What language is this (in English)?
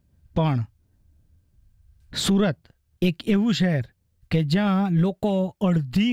Gujarati